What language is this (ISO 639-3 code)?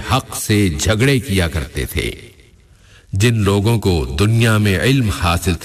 urd